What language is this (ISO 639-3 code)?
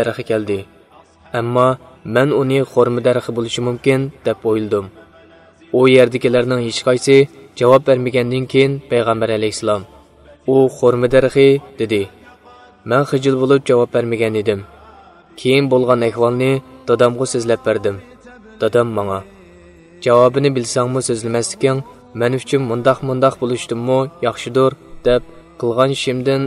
uig